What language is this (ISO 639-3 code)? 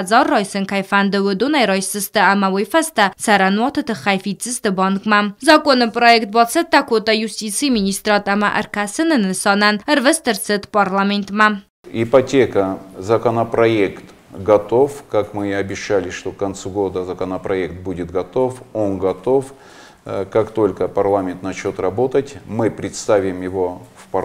oss